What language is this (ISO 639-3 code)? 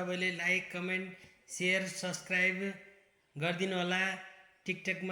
nep